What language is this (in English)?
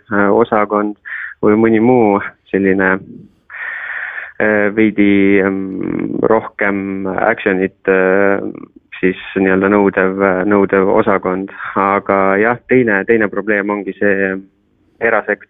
Estonian